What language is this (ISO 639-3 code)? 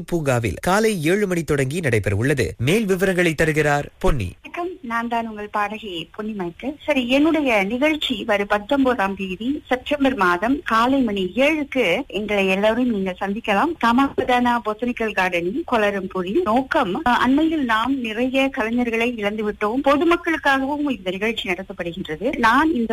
tam